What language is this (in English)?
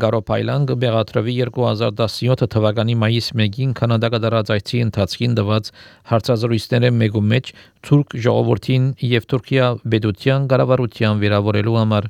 Armenian